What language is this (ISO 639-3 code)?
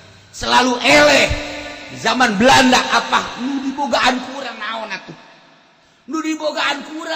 sun